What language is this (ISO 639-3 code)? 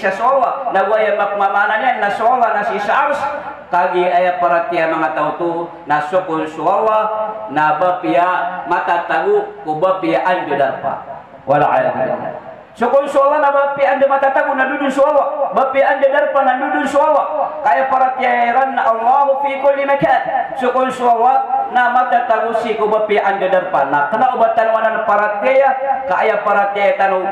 mrw